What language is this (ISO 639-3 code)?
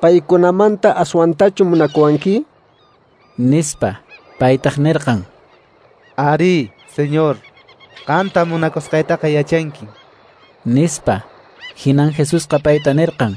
que